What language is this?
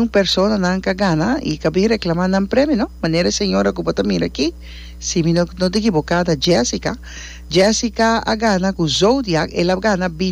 Papiamento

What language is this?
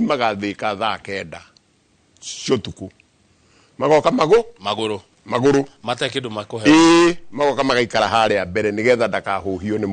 Kikuyu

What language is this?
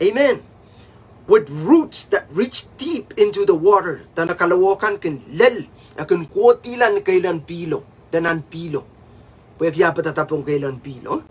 Pohnpeian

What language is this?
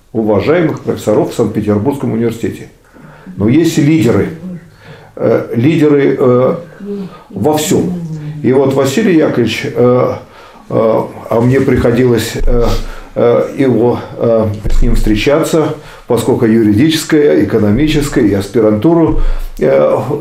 Russian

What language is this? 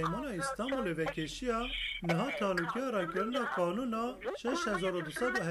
Kurdish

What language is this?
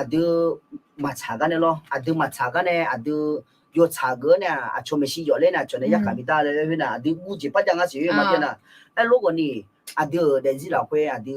Akha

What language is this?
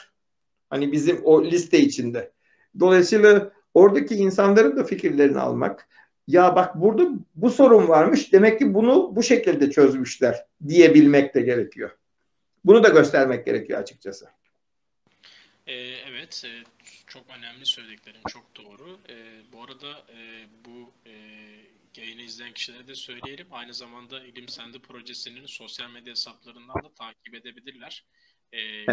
Turkish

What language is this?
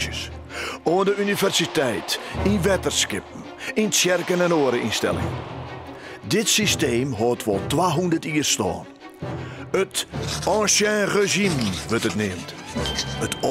Western Frisian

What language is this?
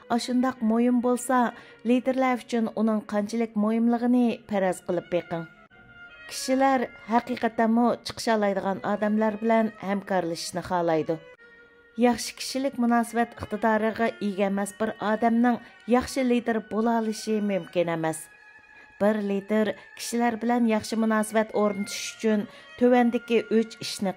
Uyghur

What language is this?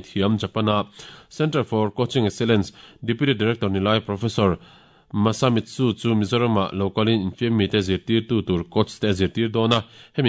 Mizo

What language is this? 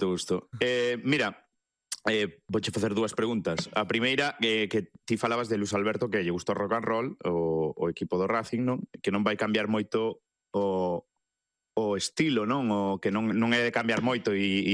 Galician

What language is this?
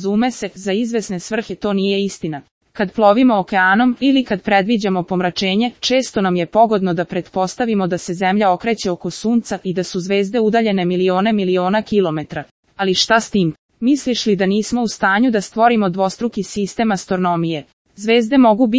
Serbian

